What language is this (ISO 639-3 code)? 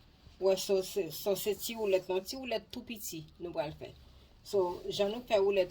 hat